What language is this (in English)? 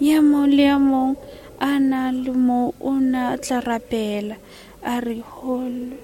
Tswana